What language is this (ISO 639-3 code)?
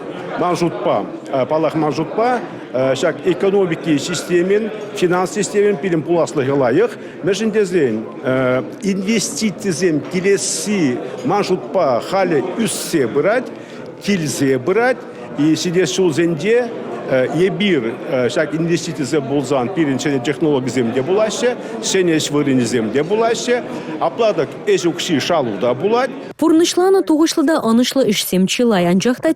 chv